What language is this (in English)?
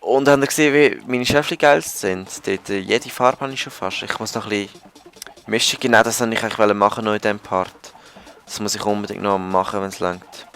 Swiss German